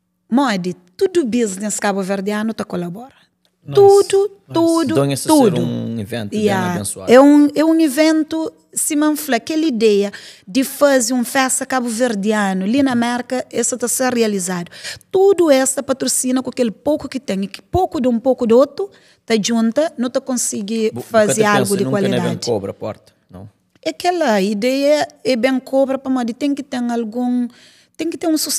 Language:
Kabuverdianu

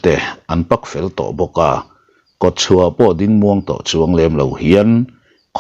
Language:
Mizo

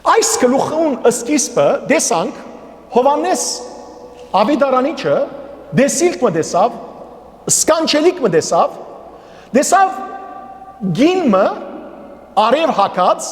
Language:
Western Armenian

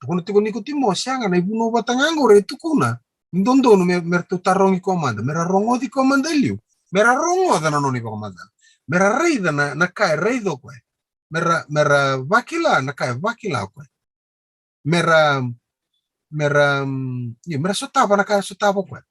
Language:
Fijian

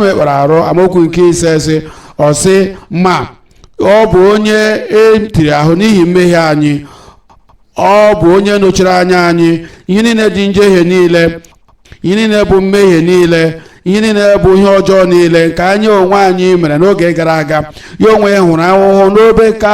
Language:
Igbo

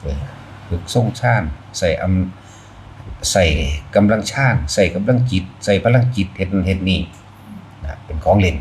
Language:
Northeastern Thai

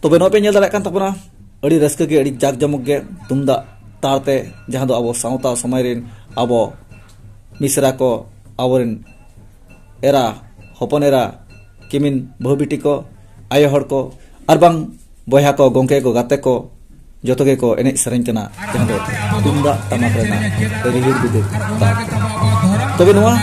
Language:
Santali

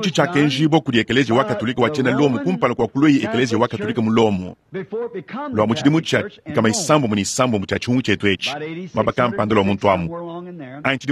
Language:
Luba-Lulua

